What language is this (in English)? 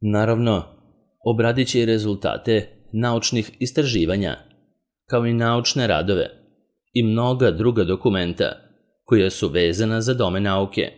Serbian